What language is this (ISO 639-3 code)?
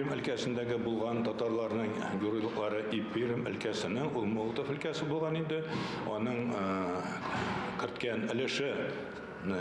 tat